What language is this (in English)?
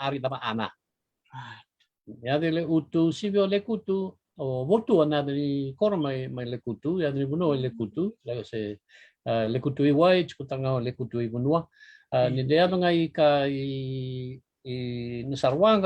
Fijian